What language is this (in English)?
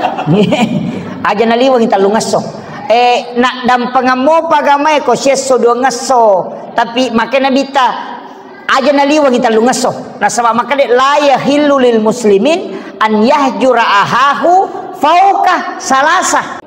Buginese